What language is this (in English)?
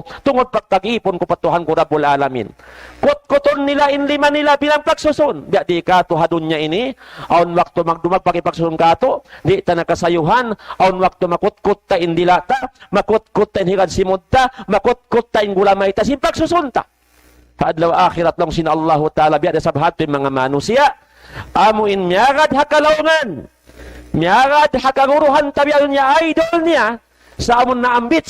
Tausug